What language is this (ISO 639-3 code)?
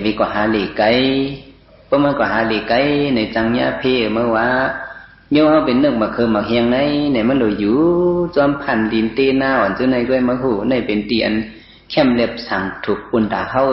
shn